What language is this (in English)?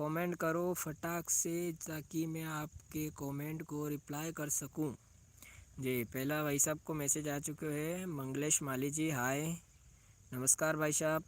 Rajasthani